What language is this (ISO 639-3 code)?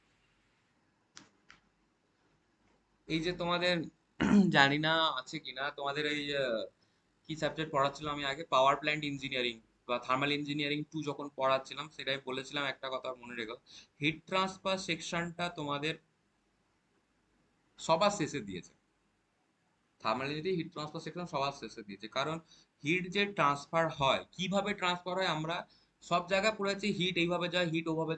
ben